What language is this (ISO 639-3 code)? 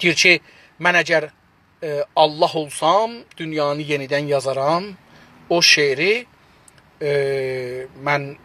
azb